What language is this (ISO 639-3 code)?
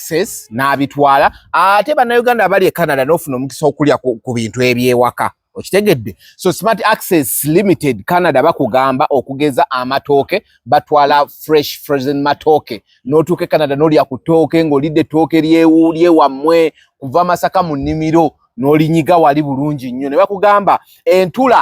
lug